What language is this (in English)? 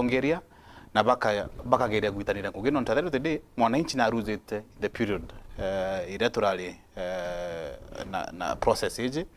Meru